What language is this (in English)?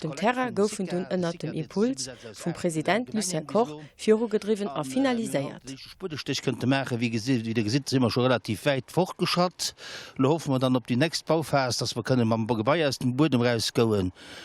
Luxembourgish